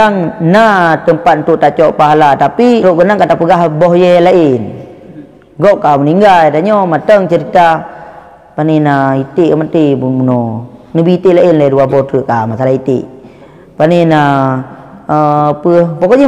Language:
Achinese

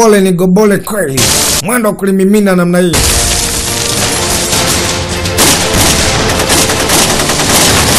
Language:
Swahili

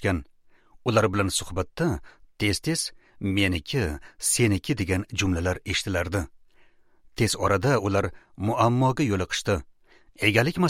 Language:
Uzbek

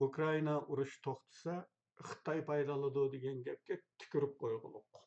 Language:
Uyghur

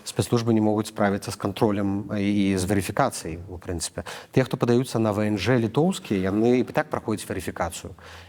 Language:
Belarusian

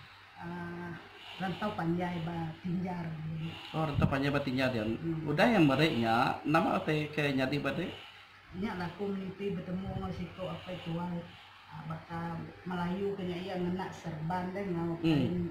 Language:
Iban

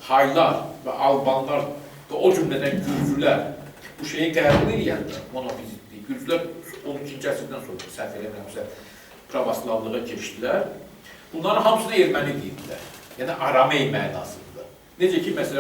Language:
Azerbaijani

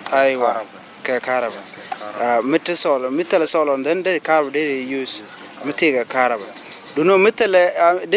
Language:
Nuer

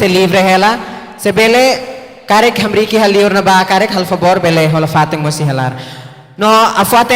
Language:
Tetum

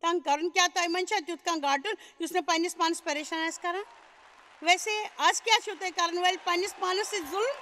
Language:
Kashmiri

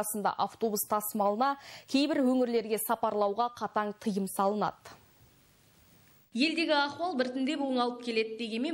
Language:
Kazakh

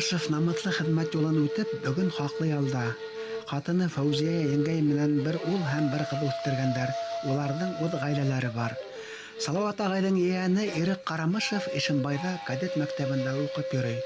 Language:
Bashkir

